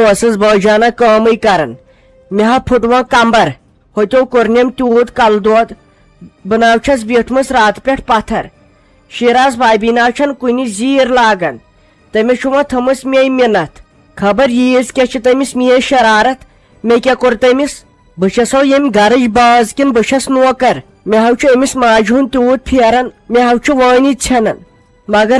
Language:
Kashmiri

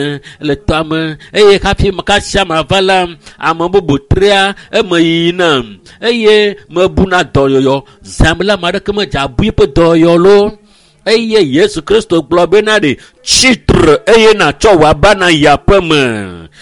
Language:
Ewe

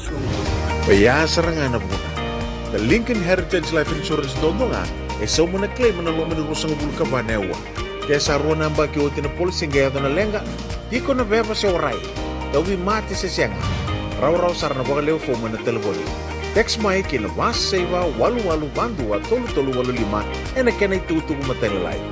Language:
Fijian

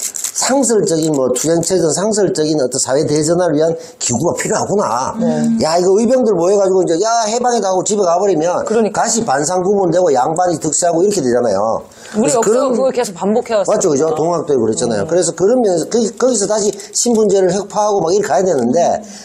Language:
Korean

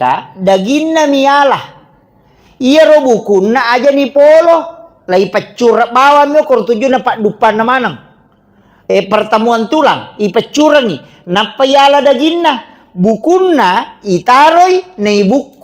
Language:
Buginese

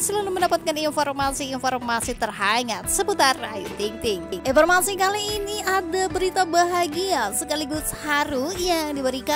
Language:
Indonesian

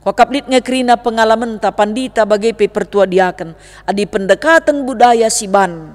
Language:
Batak Karo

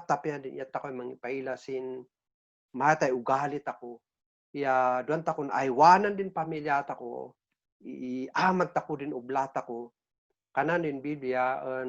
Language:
Kankanaey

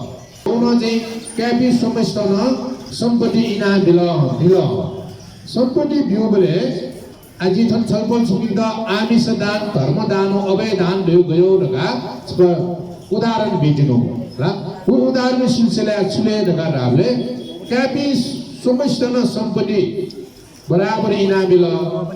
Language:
Newari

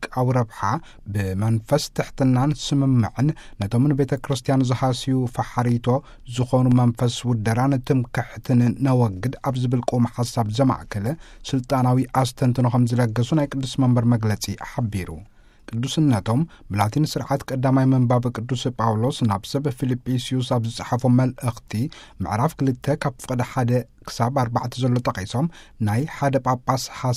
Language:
Tigrinya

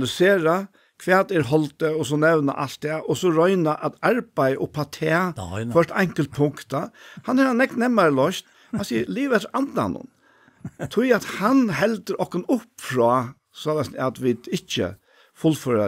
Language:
Faroese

